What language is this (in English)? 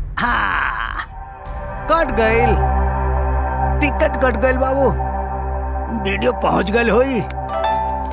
Bhojpuri